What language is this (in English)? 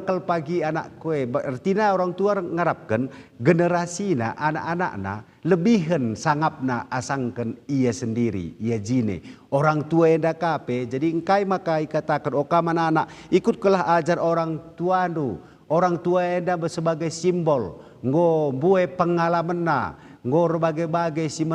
Batak Karo